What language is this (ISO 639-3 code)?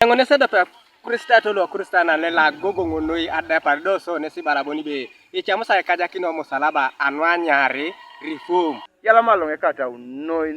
teo